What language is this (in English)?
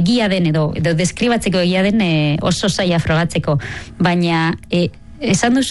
Basque